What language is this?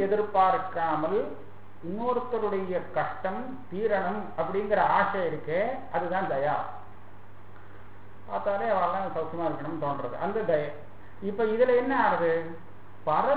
Tamil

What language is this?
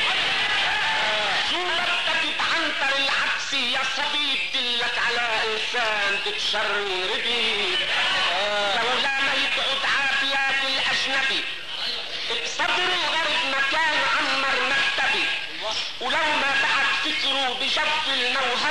North Levantine Arabic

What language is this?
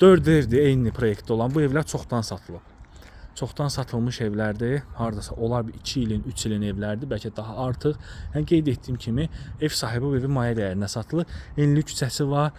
Azerbaijani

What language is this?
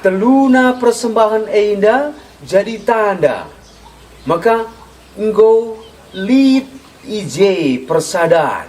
Batak Karo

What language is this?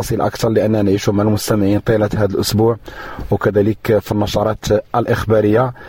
Moroccan Arabic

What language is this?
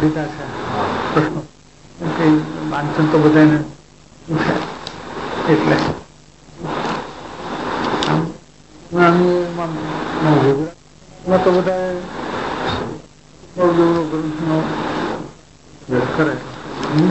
Gujarati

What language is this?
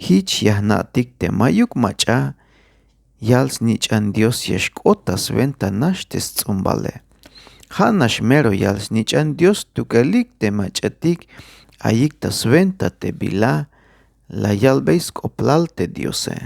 Tzeltal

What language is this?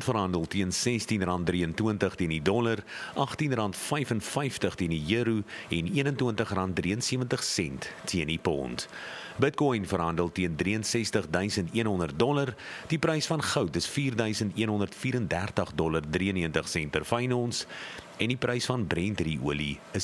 Afrikaans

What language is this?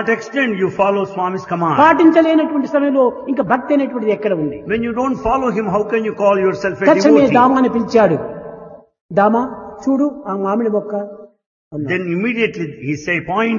Telugu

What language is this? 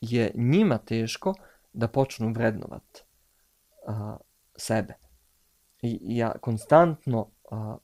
Bosnian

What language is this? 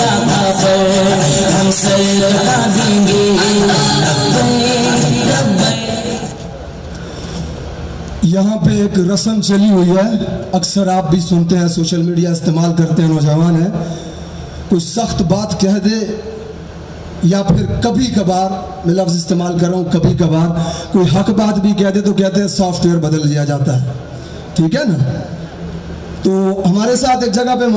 Urdu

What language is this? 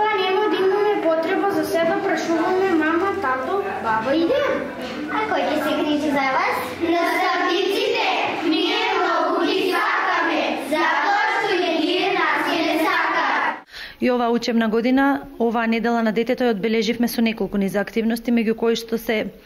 Macedonian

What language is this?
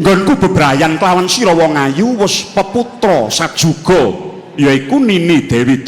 Javanese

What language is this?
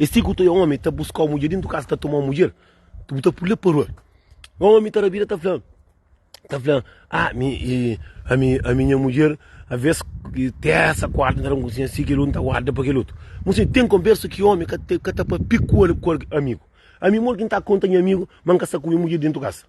Kabuverdianu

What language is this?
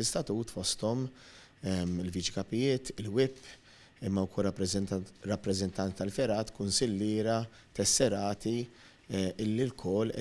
Maltese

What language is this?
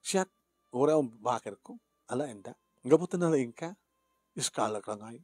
Iloko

